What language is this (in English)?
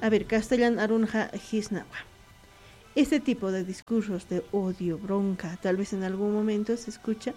Aymara